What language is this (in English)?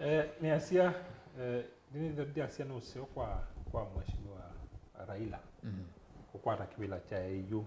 Kamba